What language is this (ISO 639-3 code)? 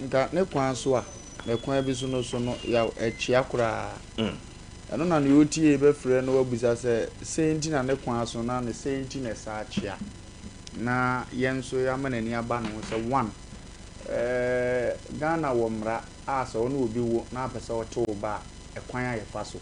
aka